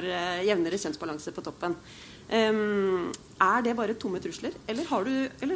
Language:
Norwegian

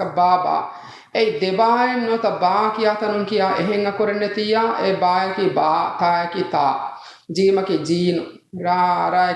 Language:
Divehi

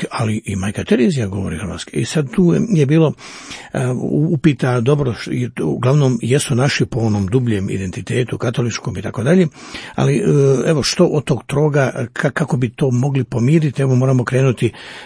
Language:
Croatian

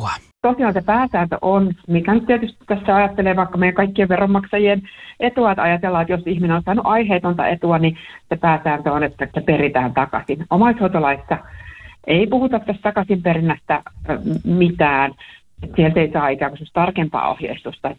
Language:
Finnish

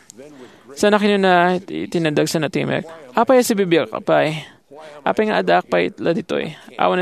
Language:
Iloko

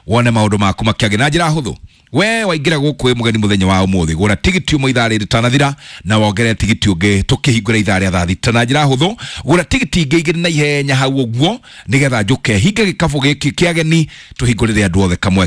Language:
Kikuyu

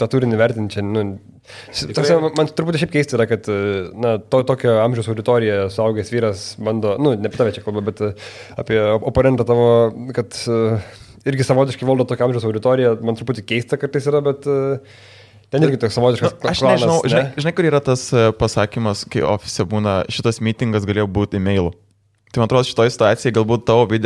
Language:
Lithuanian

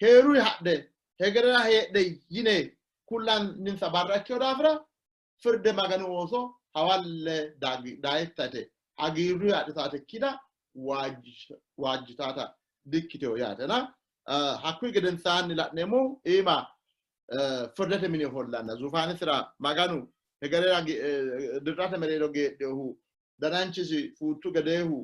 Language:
Sidamo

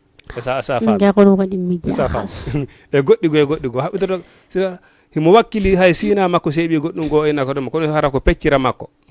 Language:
Fula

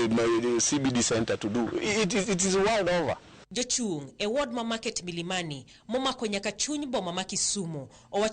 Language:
Luo (Kenya and Tanzania)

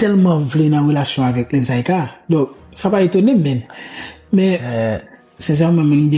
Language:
Haitian Creole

